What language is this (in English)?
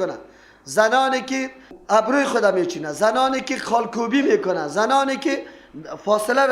Persian